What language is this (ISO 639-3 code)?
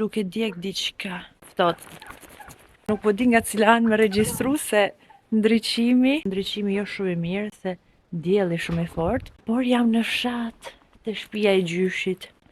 sqi